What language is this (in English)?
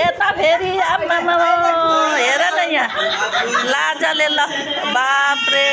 Nepali